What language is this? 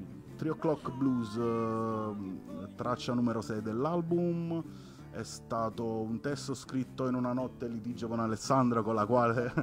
Italian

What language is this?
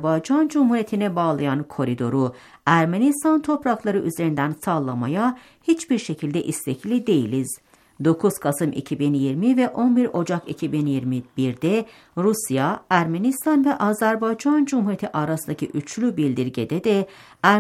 Turkish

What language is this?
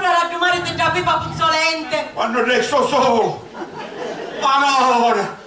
Sicilian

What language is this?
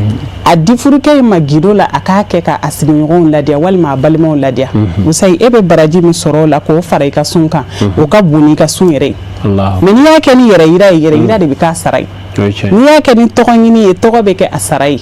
Bambara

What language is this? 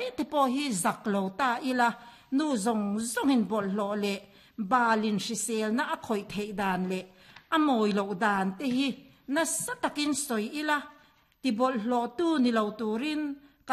Mizo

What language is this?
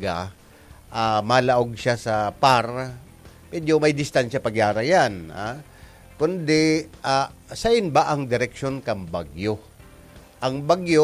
Bikol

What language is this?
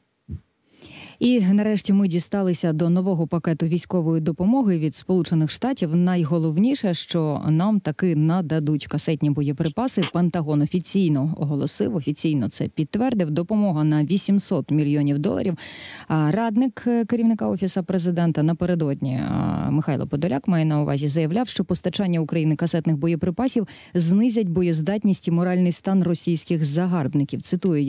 Ukrainian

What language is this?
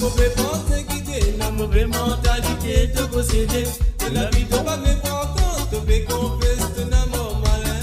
Morisyen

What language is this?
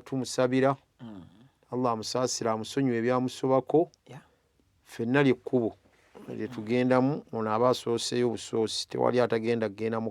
Ganda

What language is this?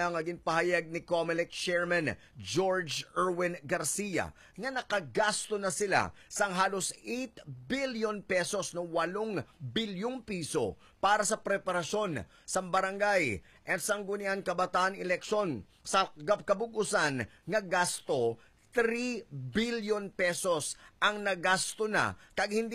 Hiligaynon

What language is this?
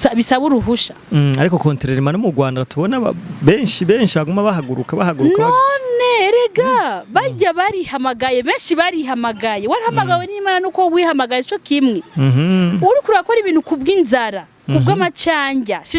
Rundi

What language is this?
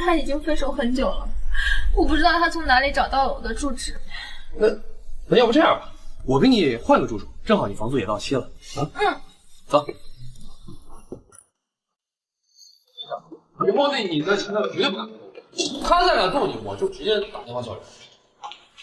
Chinese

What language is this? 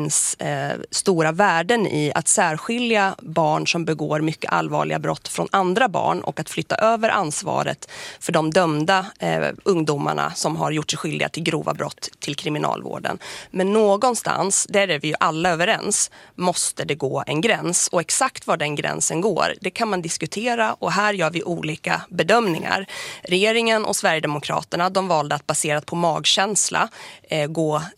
Swedish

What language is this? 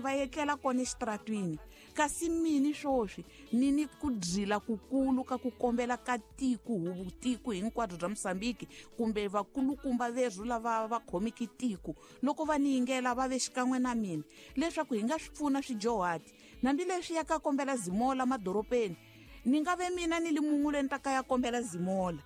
Tsonga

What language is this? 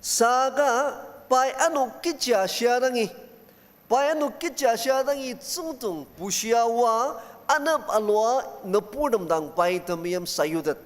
Ao Naga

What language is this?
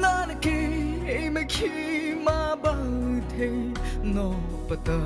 Mara Chin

